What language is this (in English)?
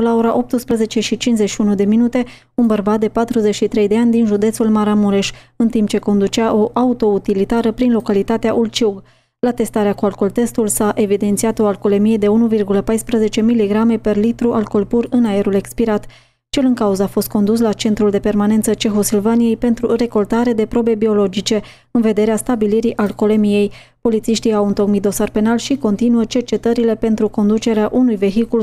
Romanian